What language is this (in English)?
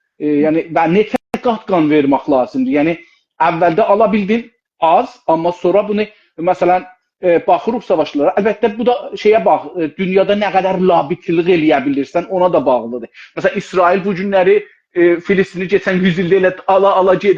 South Azerbaijani